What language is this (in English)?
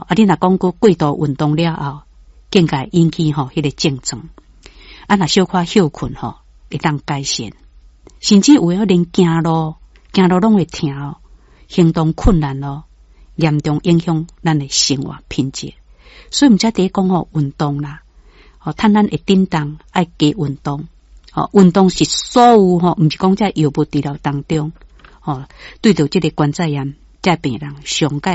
Min Nan Chinese